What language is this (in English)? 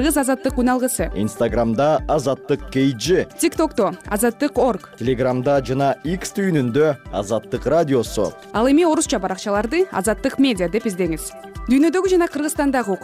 Kyrgyz